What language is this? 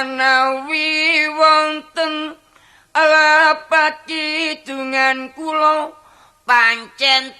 Javanese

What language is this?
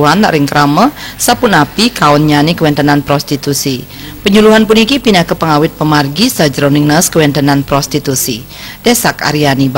Balinese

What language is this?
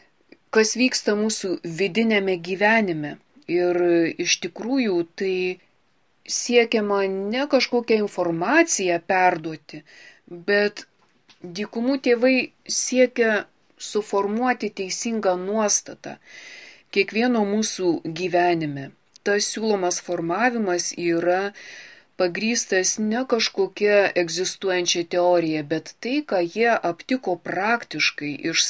Lithuanian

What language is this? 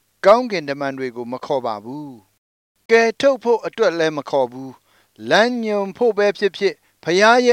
Burmese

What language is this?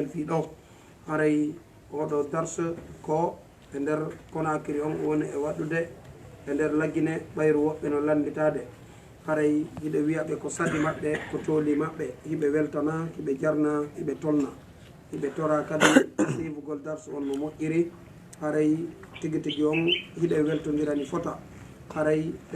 Fula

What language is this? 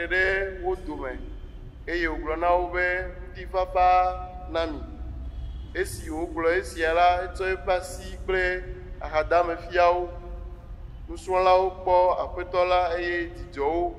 Ewe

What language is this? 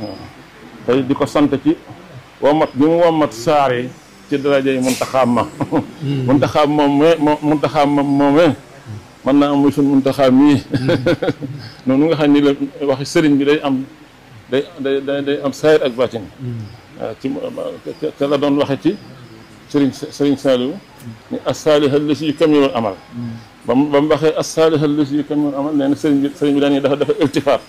Wolof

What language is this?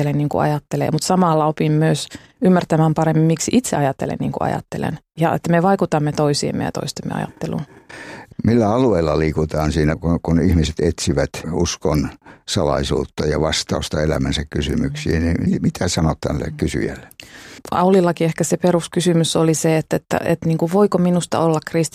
Finnish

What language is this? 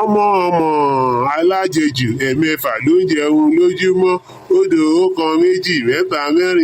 Yoruba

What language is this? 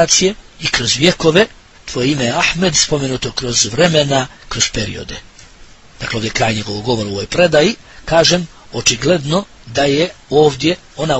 Bosnian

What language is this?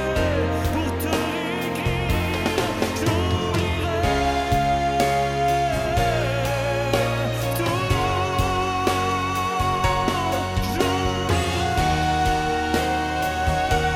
French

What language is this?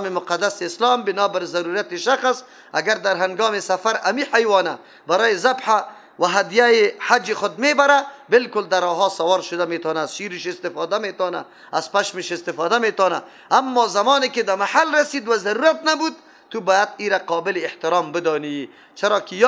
Persian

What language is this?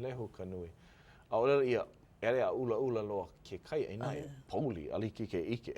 Hawaiian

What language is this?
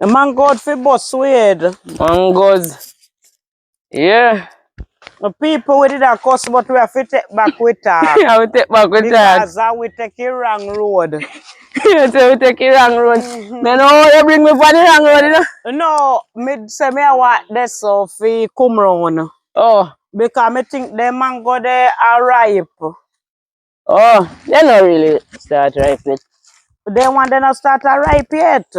Jamaican Creole English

